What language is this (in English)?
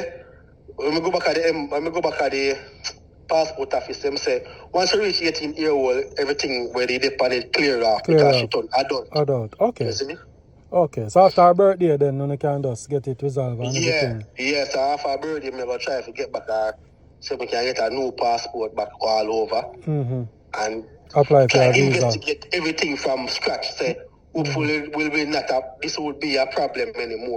Jamaican Creole English